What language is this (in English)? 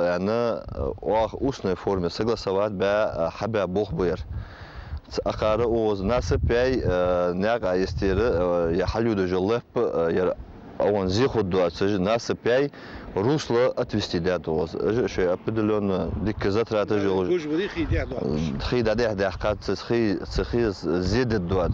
Ingush